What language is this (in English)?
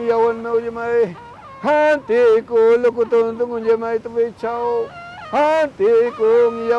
Mapuche